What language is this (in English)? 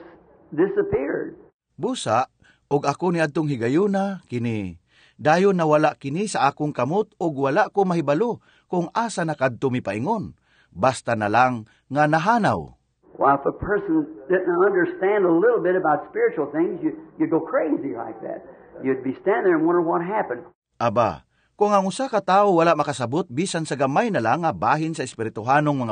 Cebuano